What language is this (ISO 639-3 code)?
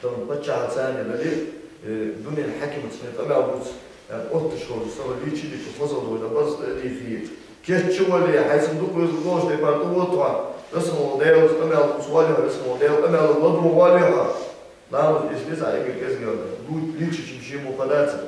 inh